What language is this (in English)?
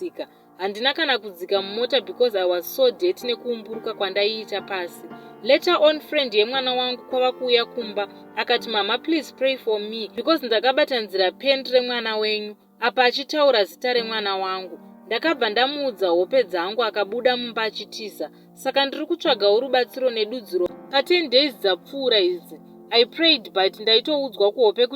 Shona